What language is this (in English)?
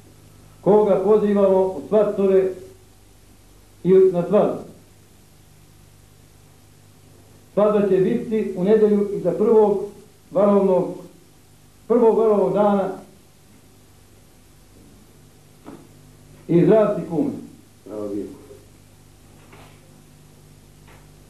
Serbian